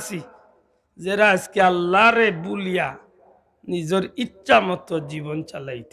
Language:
Sylheti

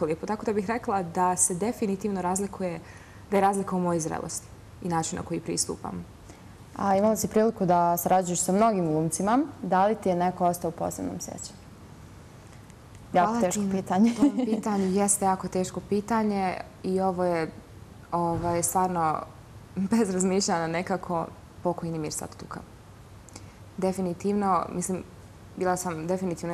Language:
Bosnian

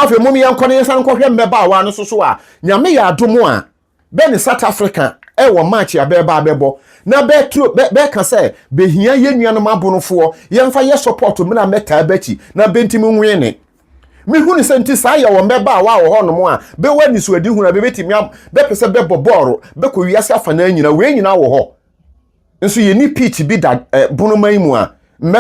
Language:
Akan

